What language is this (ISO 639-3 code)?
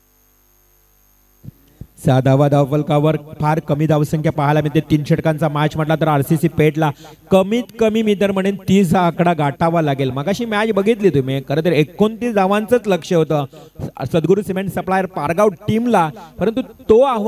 mar